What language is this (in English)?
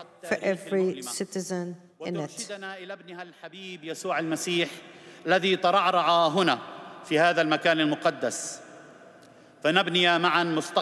Arabic